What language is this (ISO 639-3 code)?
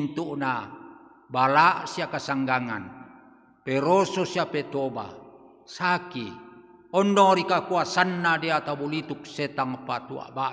sda